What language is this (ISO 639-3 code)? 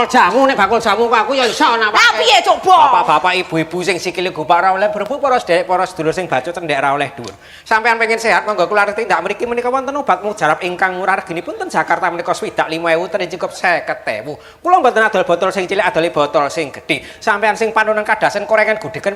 jav